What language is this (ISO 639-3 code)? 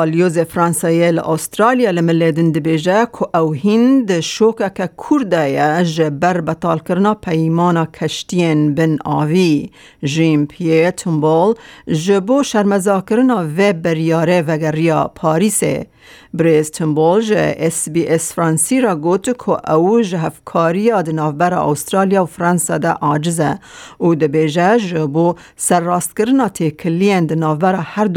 kur